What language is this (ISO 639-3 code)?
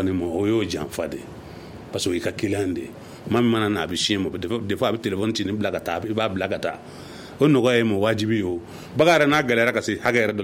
bam